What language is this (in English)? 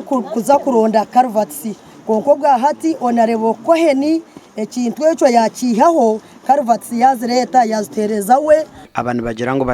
Nyankole